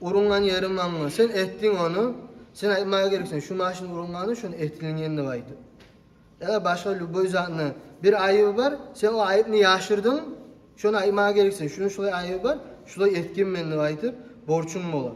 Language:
Kumyk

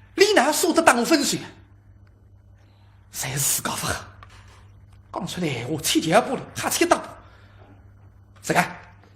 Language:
Wu Chinese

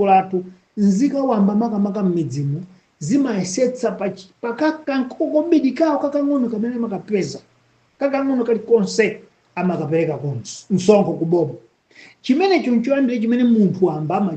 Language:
Nyanja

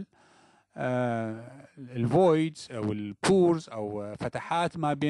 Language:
Arabic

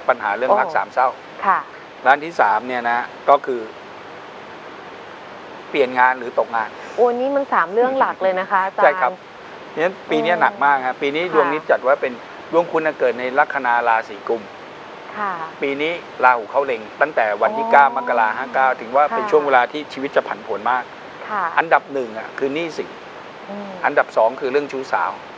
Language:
Thai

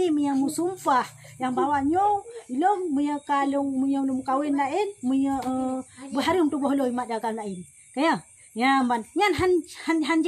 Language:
Achinese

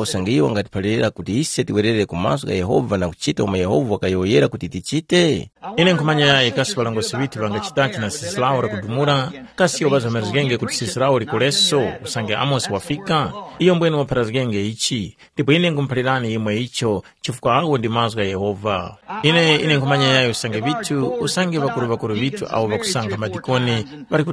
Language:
Tumbuka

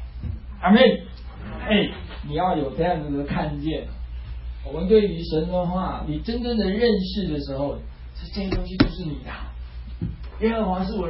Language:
Chinese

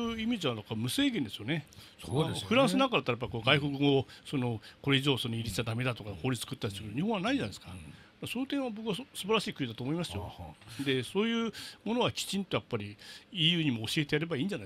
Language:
Japanese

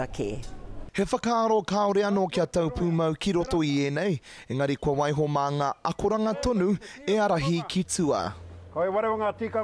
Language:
Māori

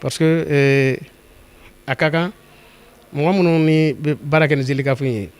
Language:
Bambara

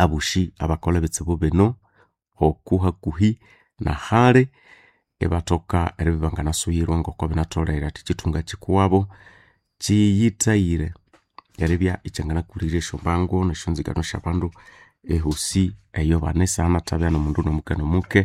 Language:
Nande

